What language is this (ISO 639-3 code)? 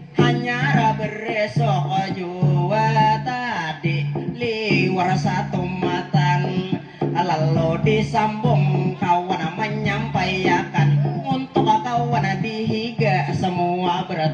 bjn